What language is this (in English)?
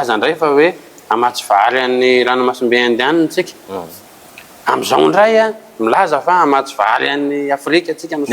Malagasy